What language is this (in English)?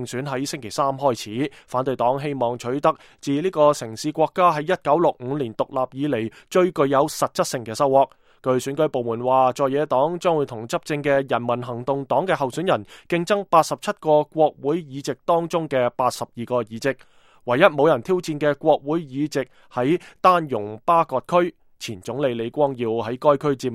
Cantonese